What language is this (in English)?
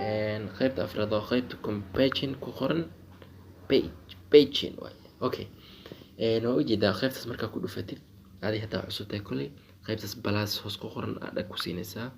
Somali